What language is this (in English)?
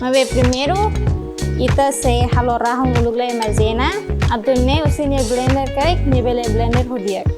Tetum